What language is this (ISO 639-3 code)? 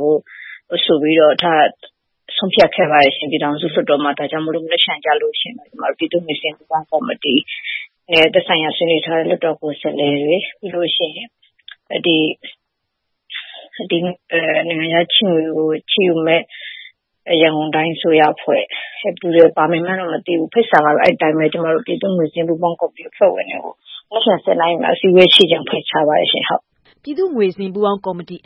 mya